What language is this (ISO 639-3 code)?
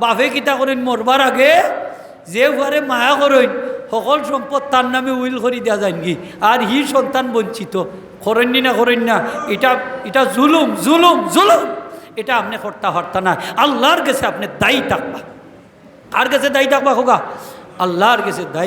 syl